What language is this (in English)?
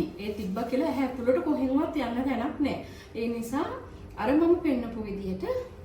Sinhala